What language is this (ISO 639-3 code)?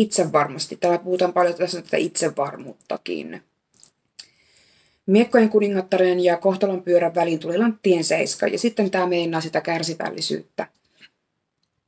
fin